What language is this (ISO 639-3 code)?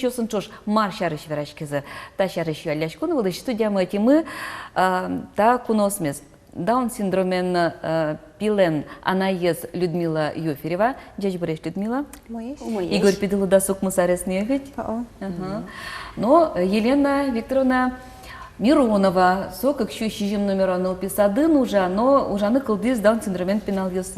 udm